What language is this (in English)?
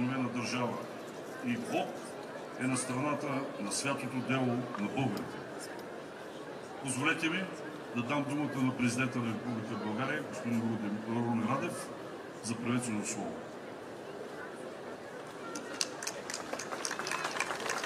Bulgarian